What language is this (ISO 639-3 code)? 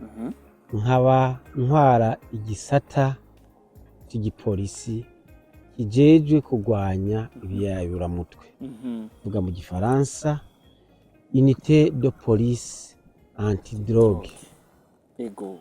run